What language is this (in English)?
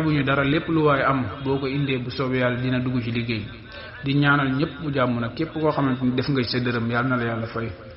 Wolof